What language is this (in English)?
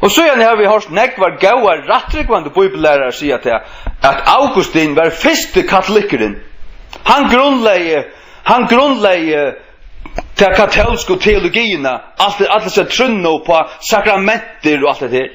Faroese